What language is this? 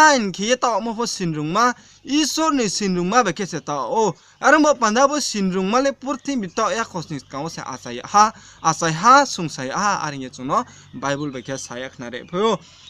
Riang (India)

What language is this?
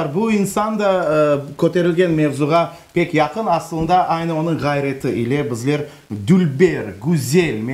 Crimean Tatar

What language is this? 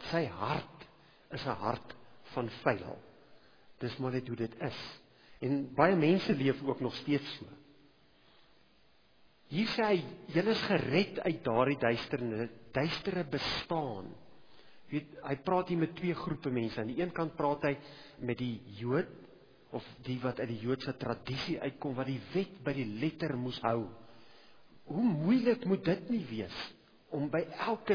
Afrikaans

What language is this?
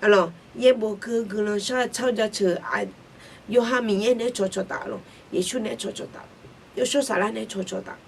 Akha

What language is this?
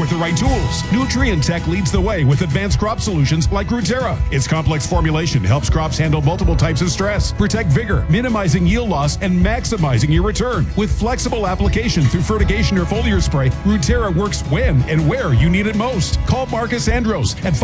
English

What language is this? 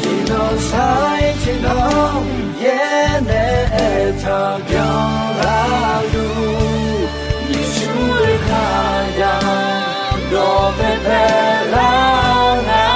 Akha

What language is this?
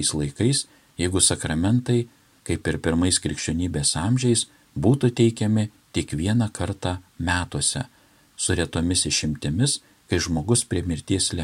Lithuanian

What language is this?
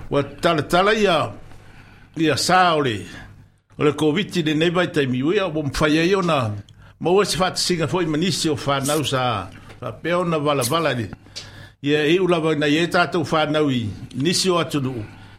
Samoan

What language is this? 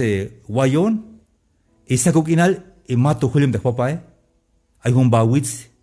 Tzeltal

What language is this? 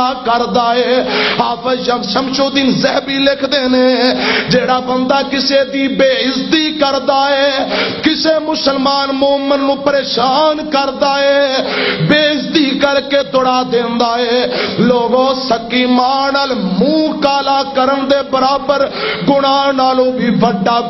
Western Panjabi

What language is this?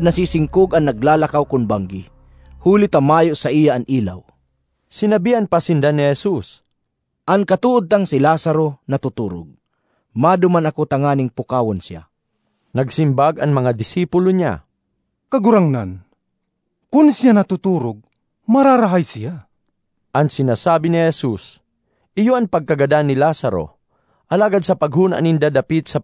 Bikol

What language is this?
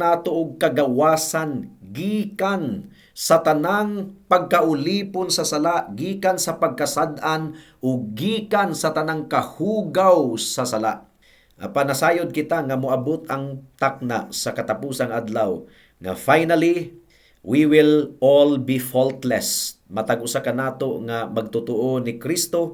Cebuano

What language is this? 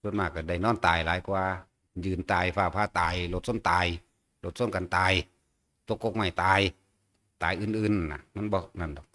Northeastern Thai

